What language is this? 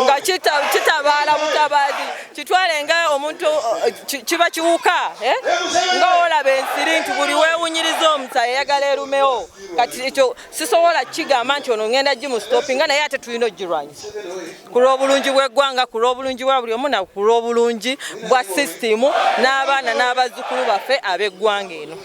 Ganda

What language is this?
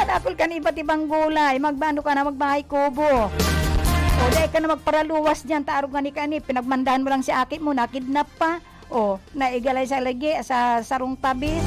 Bikol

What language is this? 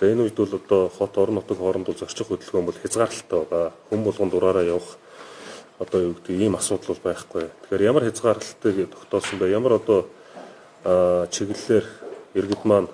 Mongolian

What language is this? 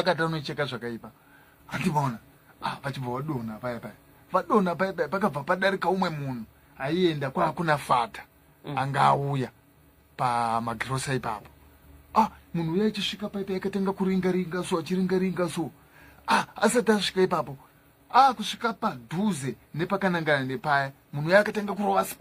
Shona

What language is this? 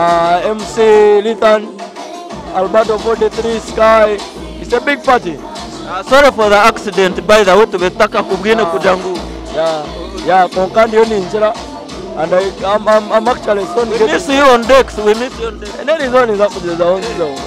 Nyankole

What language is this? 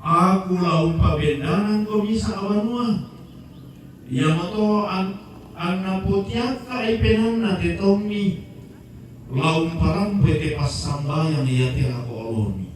Toraja-Sa'dan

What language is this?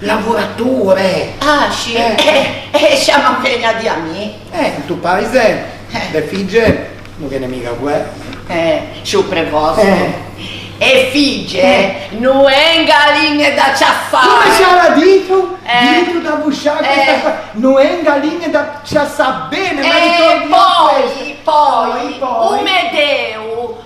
Ligurian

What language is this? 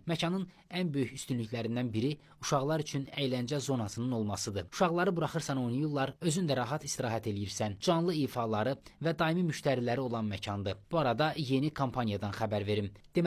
Azerbaijani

